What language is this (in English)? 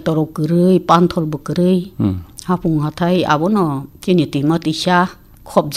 Kok Borok